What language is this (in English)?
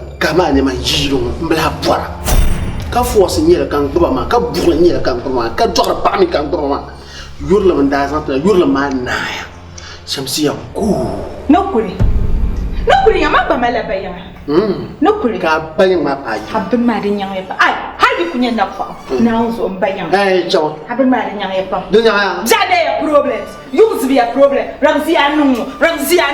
Dagbani